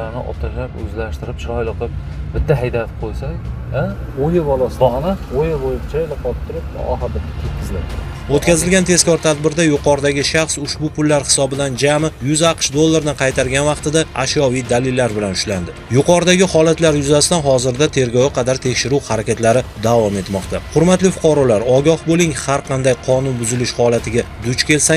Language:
Uzbek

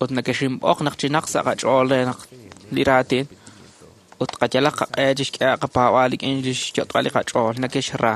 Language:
Kekchí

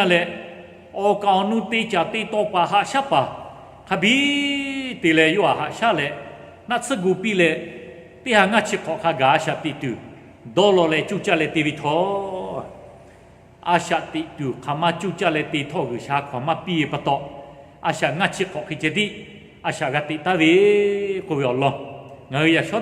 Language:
Lahu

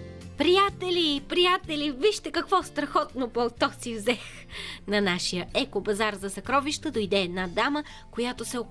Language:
Bulgarian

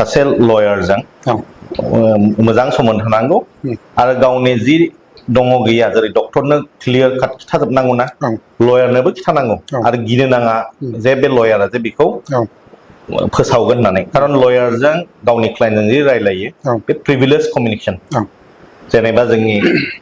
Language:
Bodo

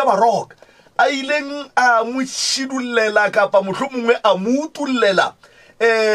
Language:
Northern Sotho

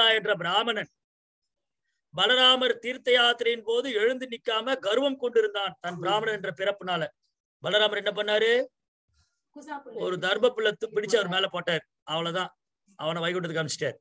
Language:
Tamil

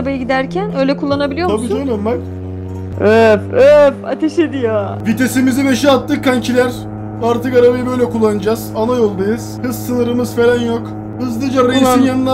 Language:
Turkish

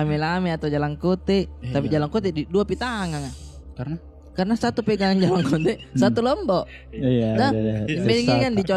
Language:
Makassar Malay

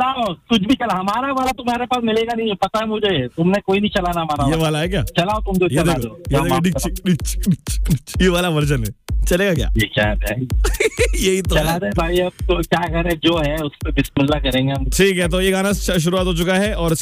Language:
Hindi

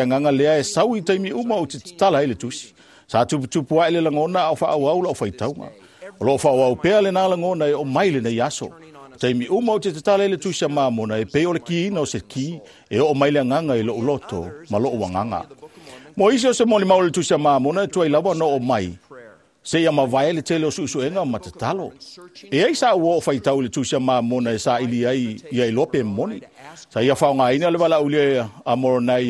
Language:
Samoan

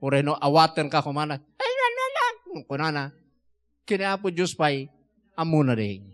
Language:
Iloko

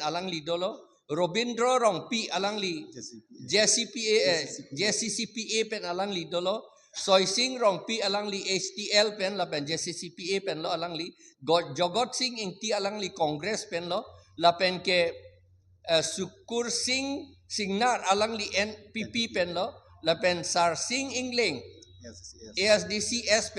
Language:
Karbi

